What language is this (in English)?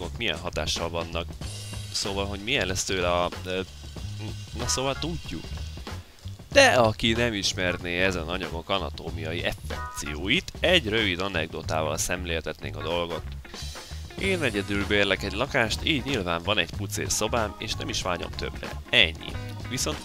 Hungarian